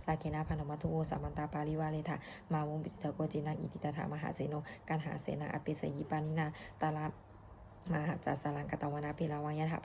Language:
Pali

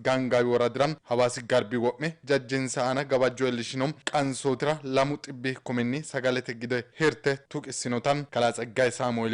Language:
Sidamo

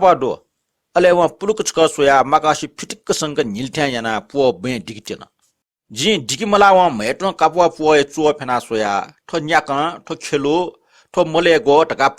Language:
Newari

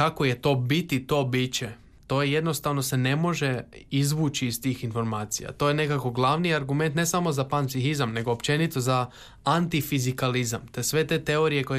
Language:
Croatian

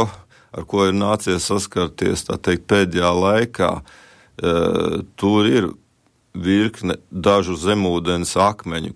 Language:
Latvian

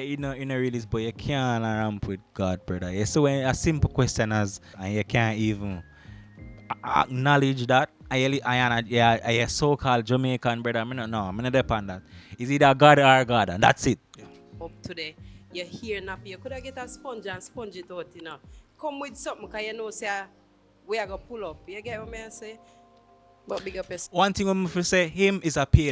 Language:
Jamaican Creole English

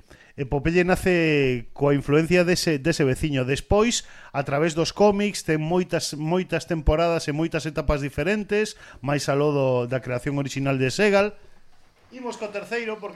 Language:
Galician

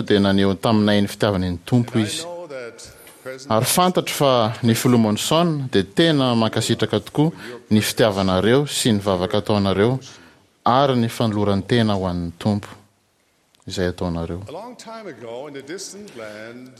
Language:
Malagasy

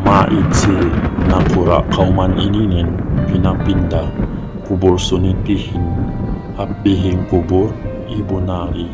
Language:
Yakan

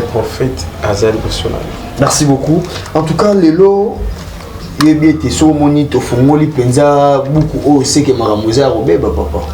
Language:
Lingala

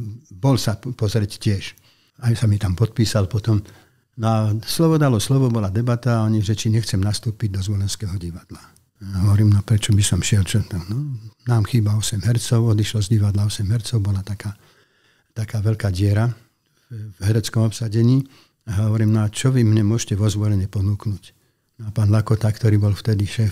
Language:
Slovak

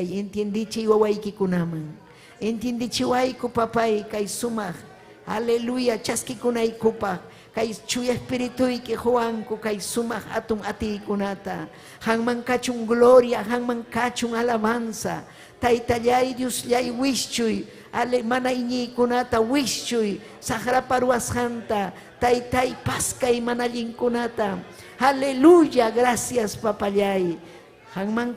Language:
Ayacucho Quechua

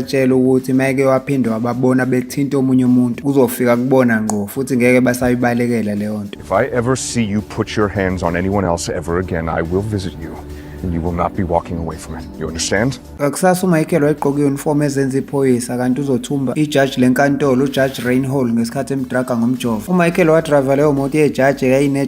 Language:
Zulu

